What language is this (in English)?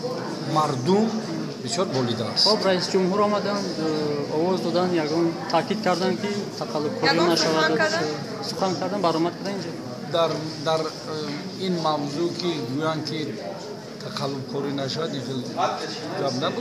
Tajik